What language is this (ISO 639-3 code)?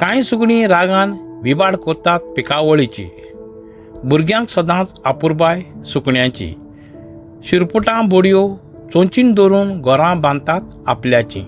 kok